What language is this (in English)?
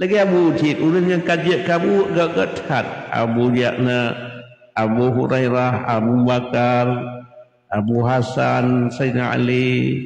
Achinese